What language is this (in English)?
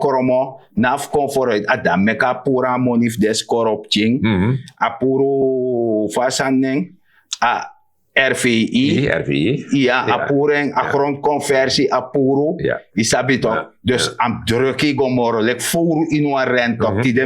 Sranan Tongo